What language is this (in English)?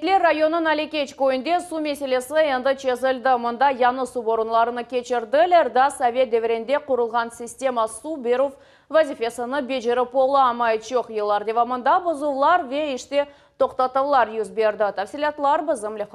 Crimean Tatar